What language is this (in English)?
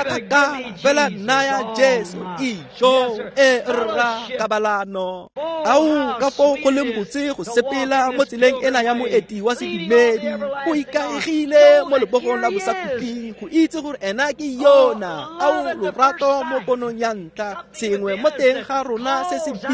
Tswana